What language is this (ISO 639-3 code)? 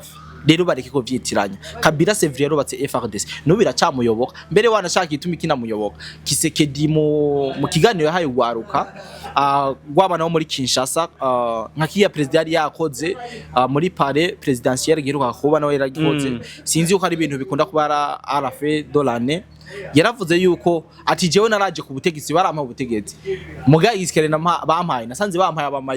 run